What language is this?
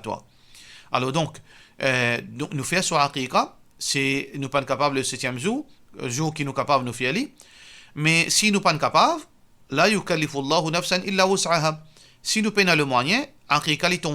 Morisyen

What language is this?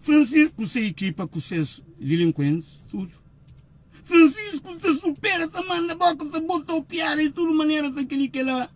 Kabuverdianu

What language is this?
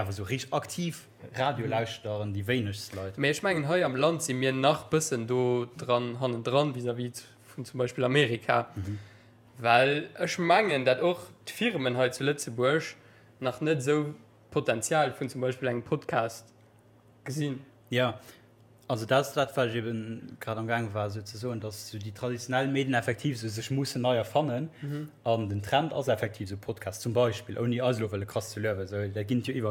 Luxembourgish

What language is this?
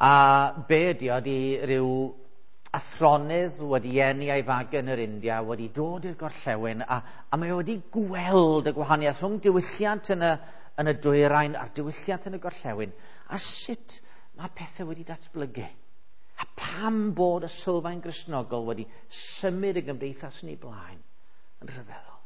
Welsh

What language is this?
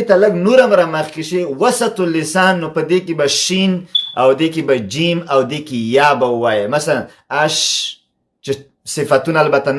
Pashto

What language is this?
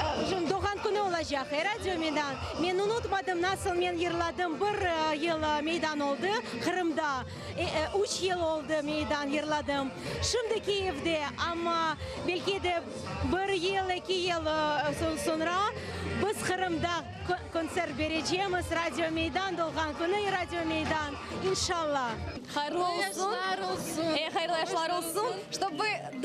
Crimean Tatar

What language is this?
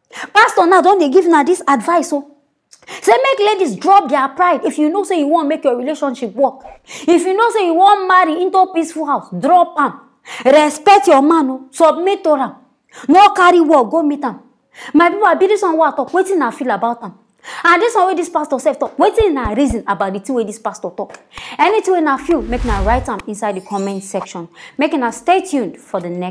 Nigerian Pidgin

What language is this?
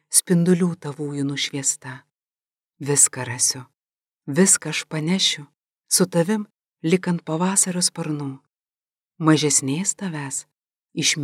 Lithuanian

